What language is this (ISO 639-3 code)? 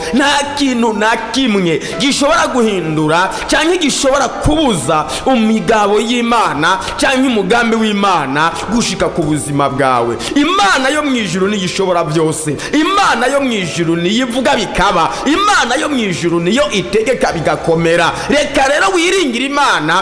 run